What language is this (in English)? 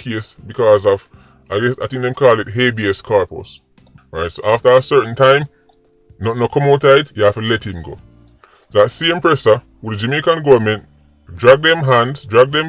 Jamaican Creole English